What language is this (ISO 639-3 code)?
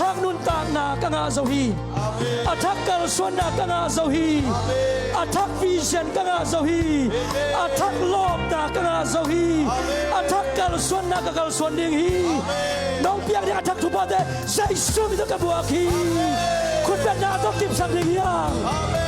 ctd